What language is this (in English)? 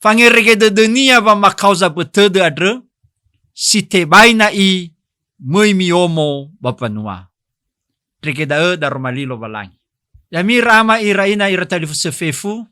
Nias